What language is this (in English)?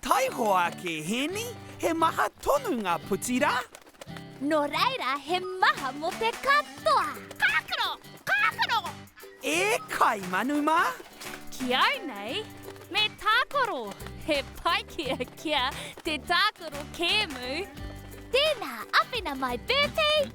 Māori